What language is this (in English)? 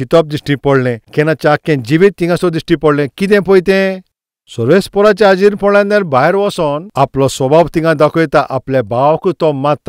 Konkani